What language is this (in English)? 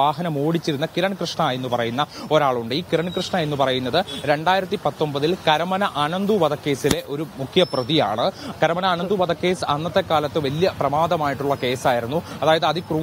Malayalam